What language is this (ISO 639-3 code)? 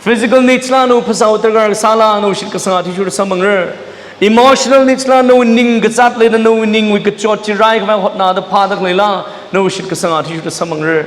nmf